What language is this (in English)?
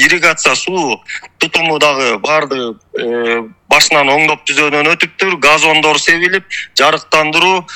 Kyrgyz